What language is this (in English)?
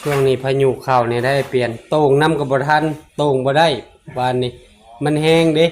Northeastern Thai